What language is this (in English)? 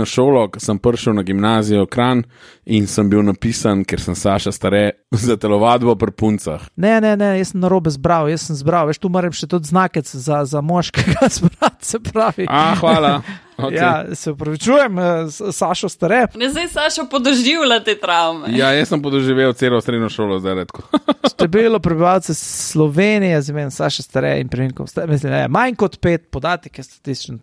Slovenian